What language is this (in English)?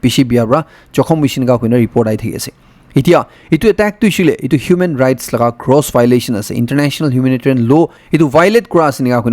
Naga Pidgin